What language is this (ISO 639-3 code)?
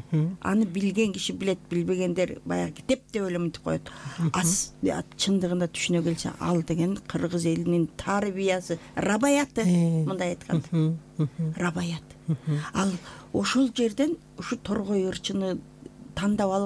kir